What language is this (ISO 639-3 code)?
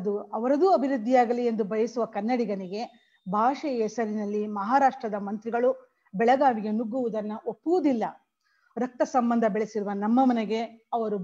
kan